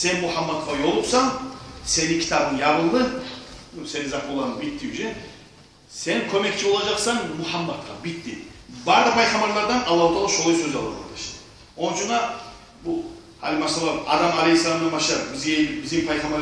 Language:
Kumyk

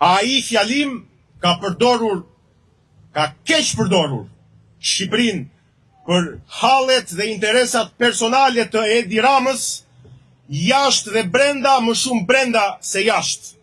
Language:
Albanian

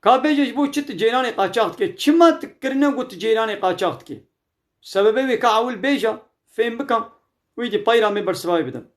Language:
Kurdish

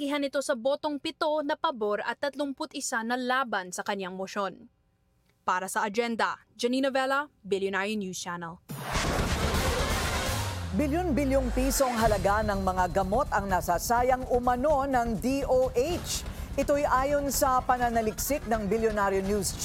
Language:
Filipino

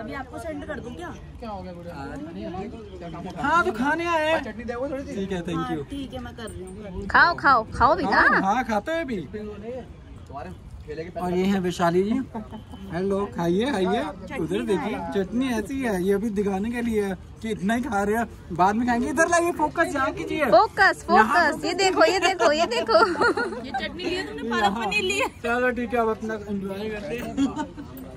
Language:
Hindi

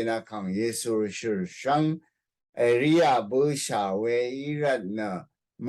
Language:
Rawang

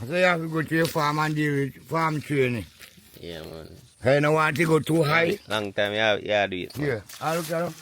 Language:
Jamaican Creole English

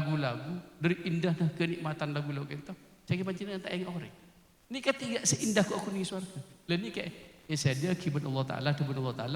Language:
Madurese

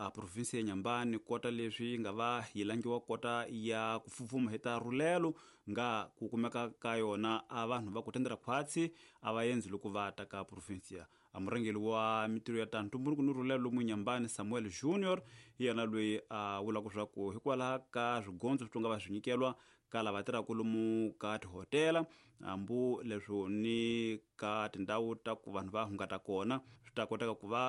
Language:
Tsonga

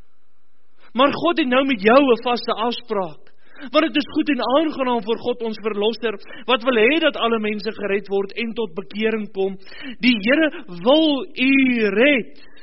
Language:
Afrikaans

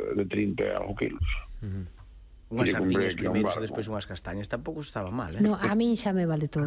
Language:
Galician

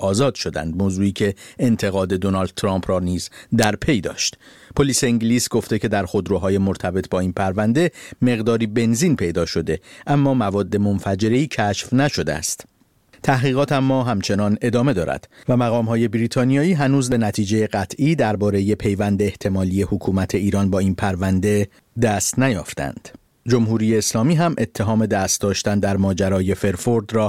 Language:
Persian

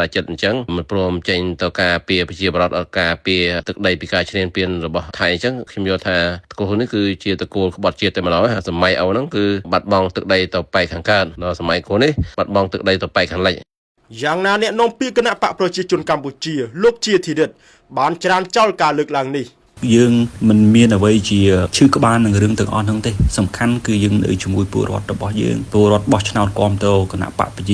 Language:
Khmer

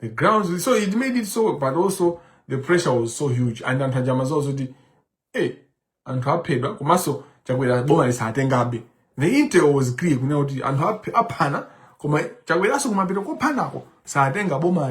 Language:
Nyanja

